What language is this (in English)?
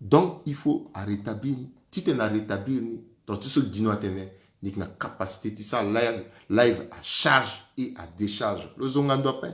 Sango